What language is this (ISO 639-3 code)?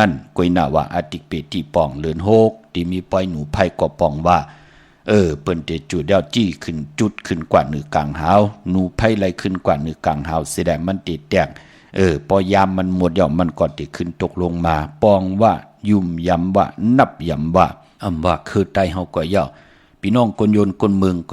shn